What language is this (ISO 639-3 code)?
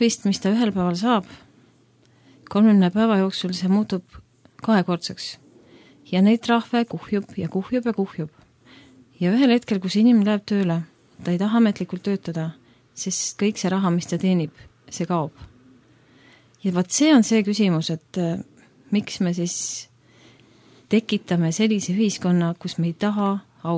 est